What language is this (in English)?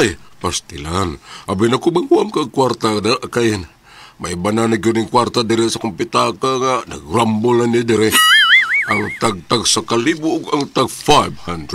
Cebuano